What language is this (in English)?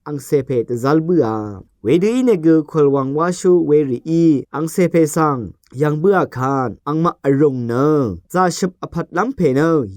Rawang